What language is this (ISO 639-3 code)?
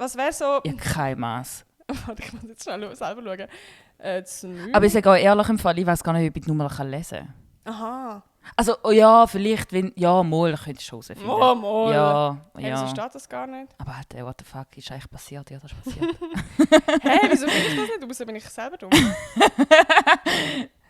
gsw